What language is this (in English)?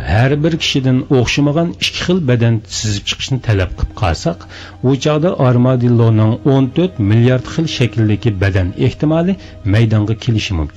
Uyghur